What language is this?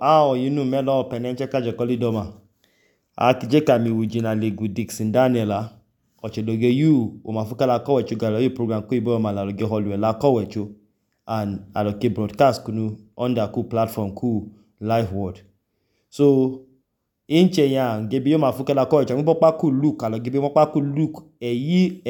Idoma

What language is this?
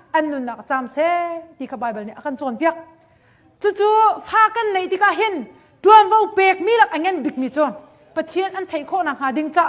Hakha Chin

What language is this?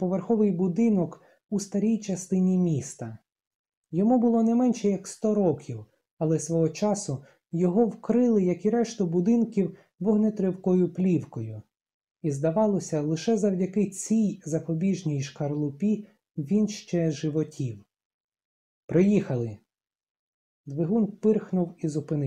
Ukrainian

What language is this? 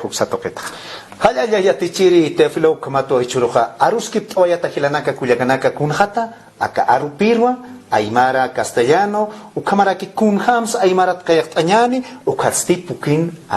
Aymara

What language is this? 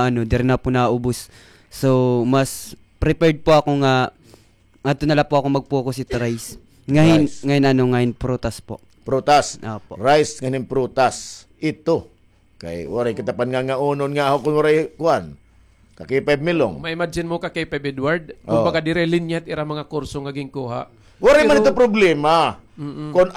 Waray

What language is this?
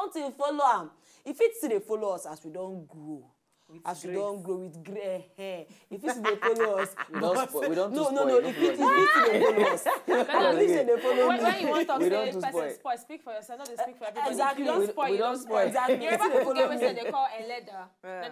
Nigerian Pidgin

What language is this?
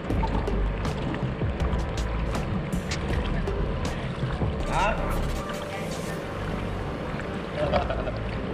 Malay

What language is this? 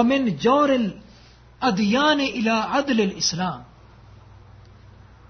Urdu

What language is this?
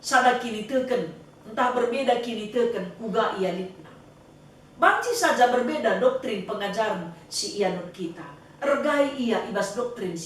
Batak Karo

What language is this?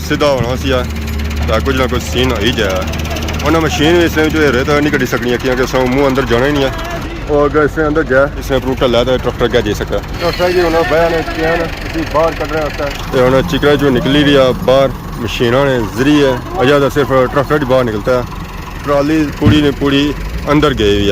Pahari-Potwari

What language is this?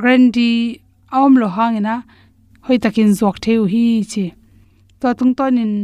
Tedim Chin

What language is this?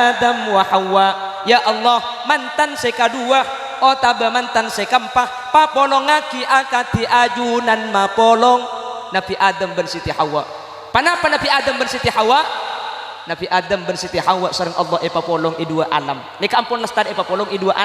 Madurese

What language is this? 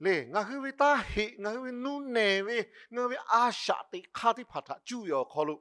Lahu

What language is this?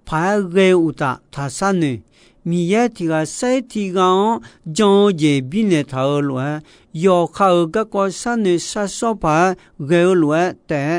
Akha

